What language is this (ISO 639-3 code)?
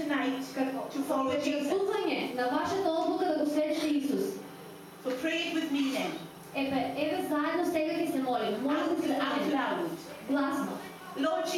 mkd